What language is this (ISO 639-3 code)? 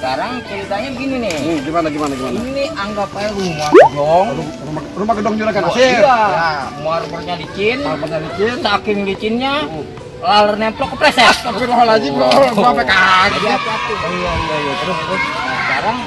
bew